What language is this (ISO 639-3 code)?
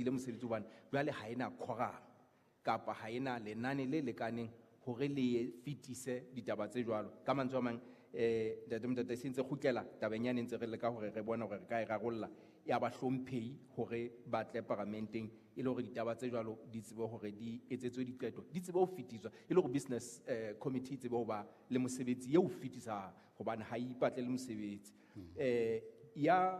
sot